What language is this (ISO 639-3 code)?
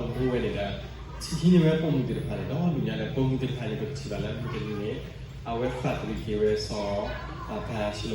ksw